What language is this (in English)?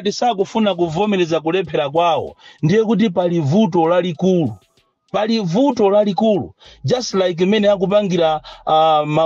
Nyanja